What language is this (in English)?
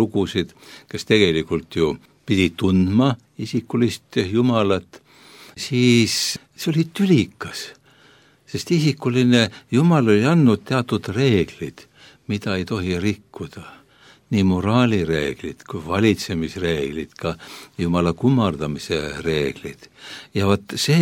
Estonian